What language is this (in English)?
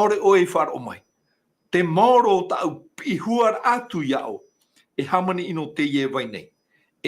Tahitian